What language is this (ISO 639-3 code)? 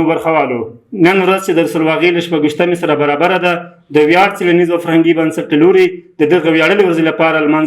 pus